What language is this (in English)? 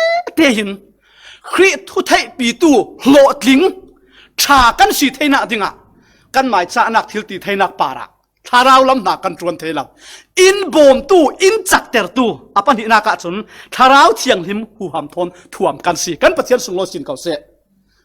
Falam Chin